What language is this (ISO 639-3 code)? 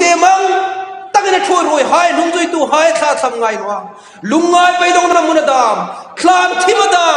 hmr